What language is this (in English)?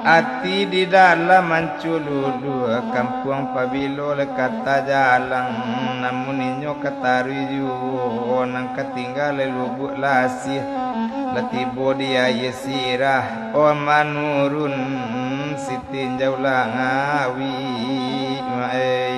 Minangkabau